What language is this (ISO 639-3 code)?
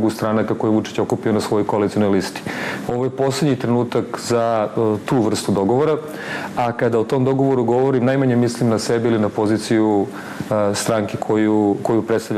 srp